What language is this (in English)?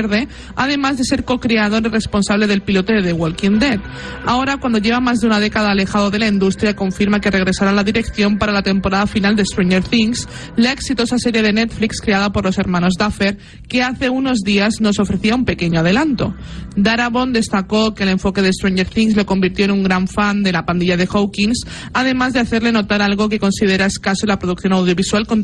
Spanish